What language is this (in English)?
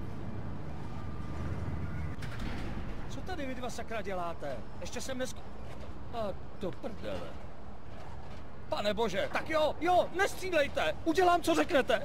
Czech